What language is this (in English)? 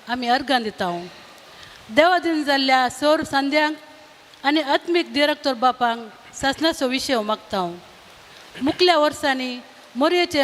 Konkani